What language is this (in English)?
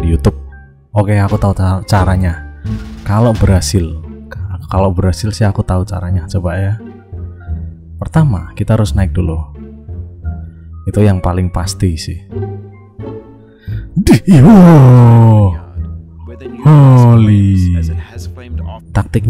Indonesian